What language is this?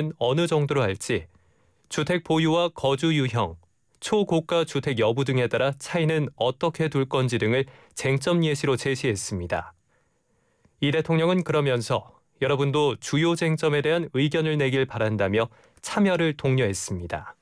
Korean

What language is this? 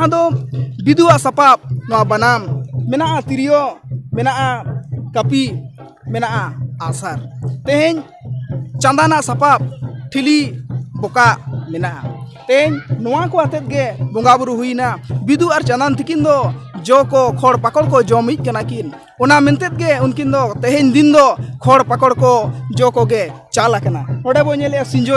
Santali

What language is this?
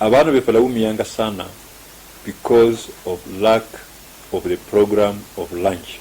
Luyia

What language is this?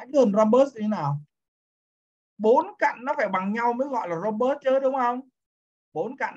Vietnamese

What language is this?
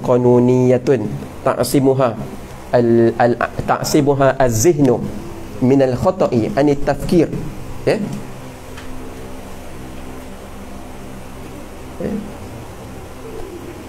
Malay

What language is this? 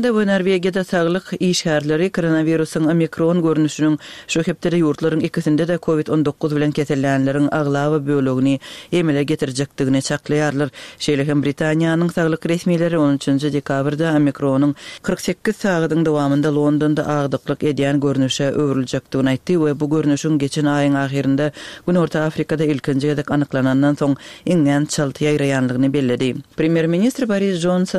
Turkmen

